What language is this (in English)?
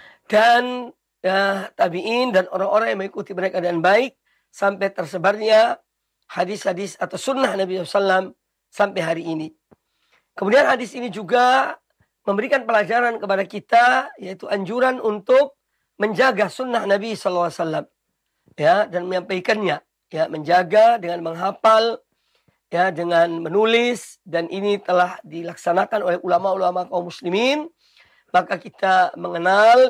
Indonesian